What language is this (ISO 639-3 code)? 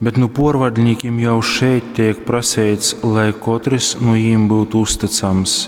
ltg